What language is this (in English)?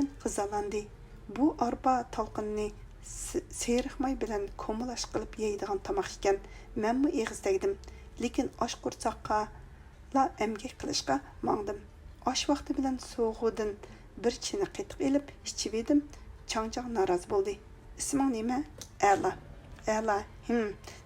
Uyghur